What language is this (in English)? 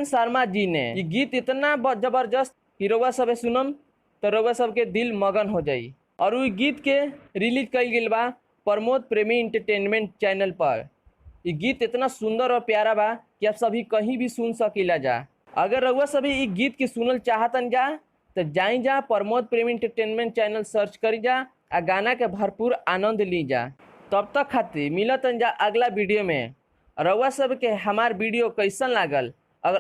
Bhojpuri